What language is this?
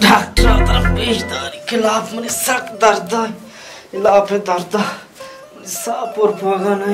Baluchi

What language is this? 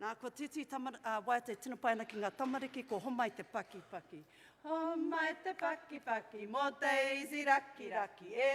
Māori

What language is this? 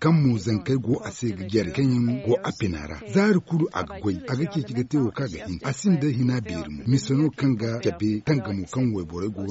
Zarma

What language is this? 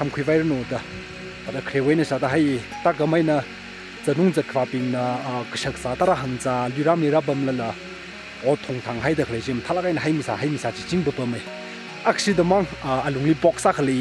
Tangkhul Naga (India)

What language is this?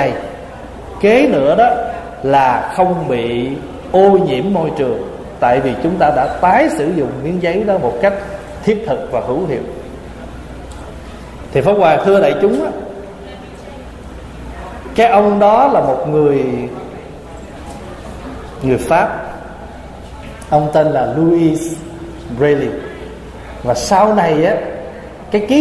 Vietnamese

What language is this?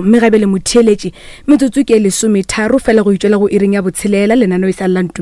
Northern Sotho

